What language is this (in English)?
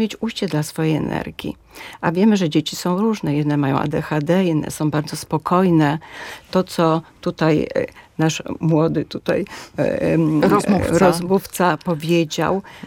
Polish